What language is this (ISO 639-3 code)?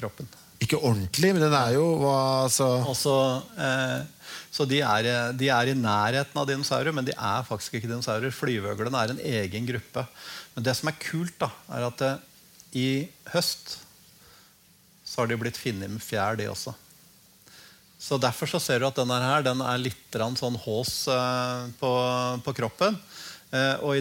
nor